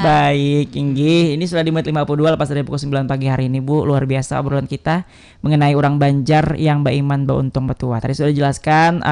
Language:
Banjar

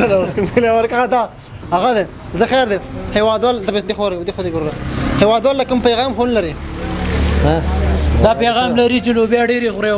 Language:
Pashto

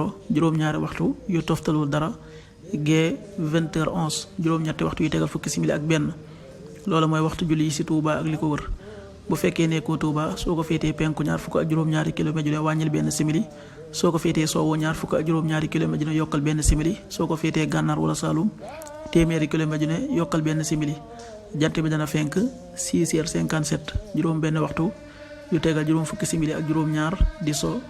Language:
Wolof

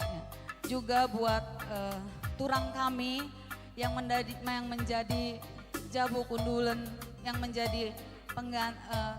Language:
Batak Karo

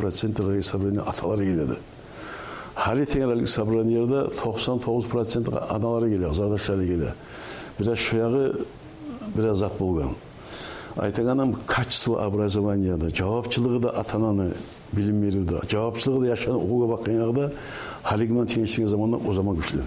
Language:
Kumyk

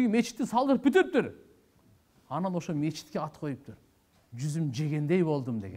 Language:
Kyrgyz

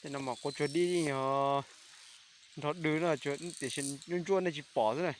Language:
Hmong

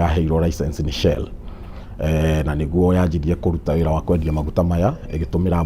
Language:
Kikuyu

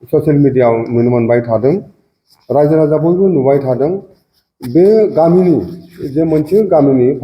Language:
Bodo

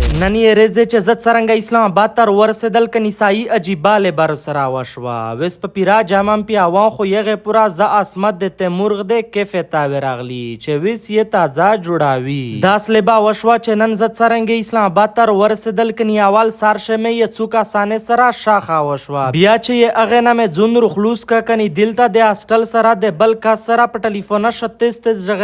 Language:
Pashto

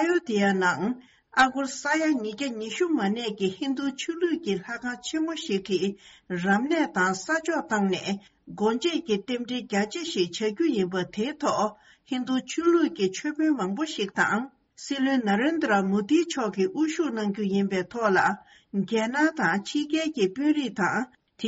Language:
Tibetan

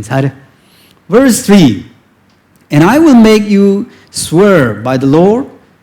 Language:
Tangkhul Naga (India)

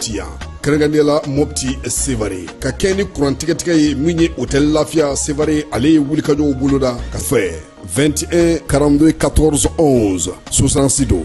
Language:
Bambara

